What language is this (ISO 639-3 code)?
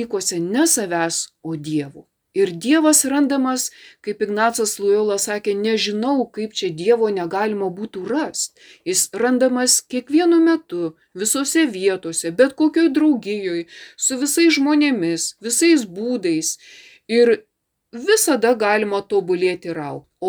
lit